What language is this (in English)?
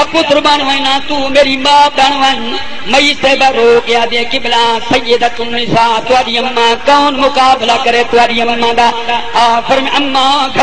Saraiki